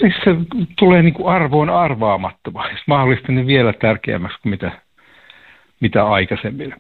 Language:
Finnish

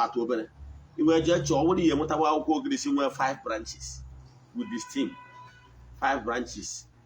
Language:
Igbo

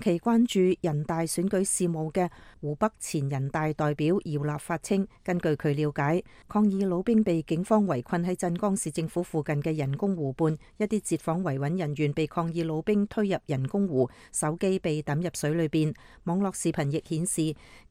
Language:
Cantonese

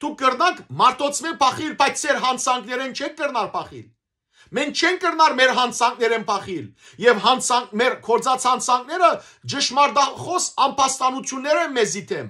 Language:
Western Armenian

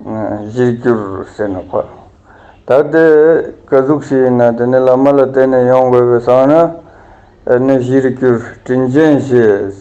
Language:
Ladakhi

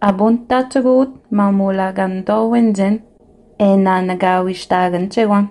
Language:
Innu-aimun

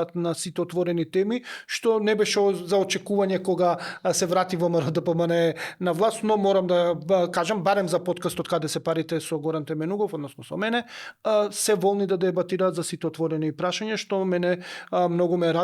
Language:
Macedonian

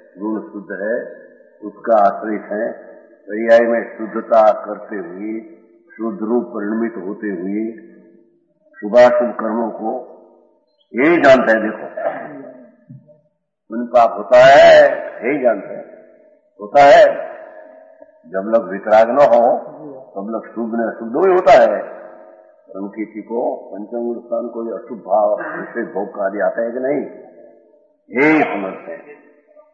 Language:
Hindi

